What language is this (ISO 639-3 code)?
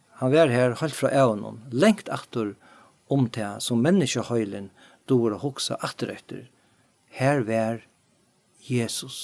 fao